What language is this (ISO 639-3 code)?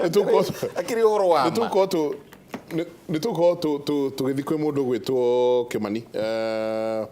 kik